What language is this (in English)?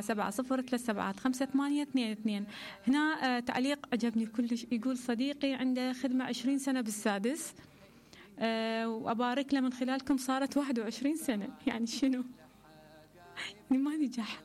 Mesopotamian Arabic